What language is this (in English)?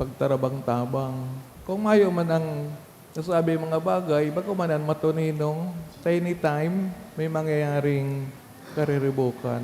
Bikol